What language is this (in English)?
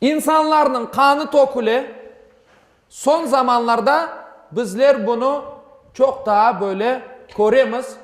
Crimean Tatar